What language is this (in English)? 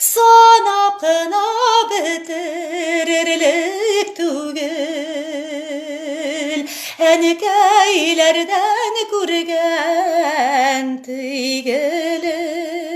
Tatar